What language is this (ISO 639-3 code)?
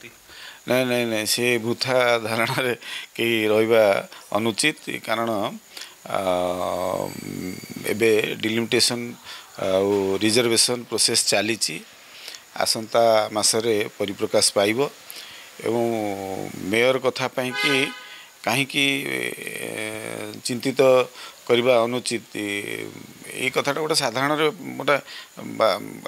ori